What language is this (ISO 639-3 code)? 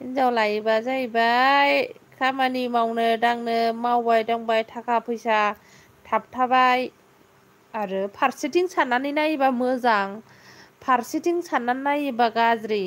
brx